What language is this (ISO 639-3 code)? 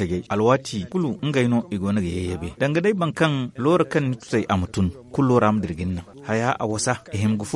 dje